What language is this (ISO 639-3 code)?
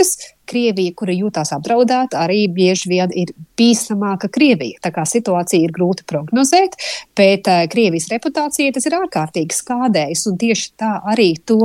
lav